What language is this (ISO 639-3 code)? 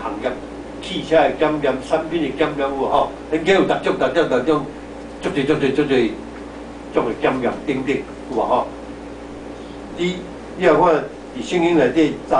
nan